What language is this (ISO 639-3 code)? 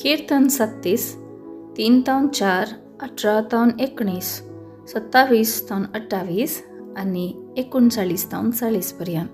kok